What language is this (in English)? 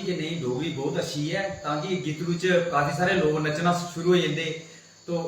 Dogri